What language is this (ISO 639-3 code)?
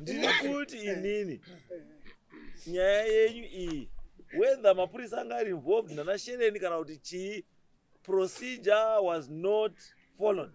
sna